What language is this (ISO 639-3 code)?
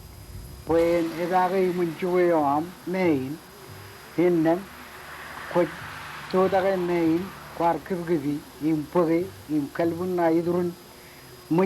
mah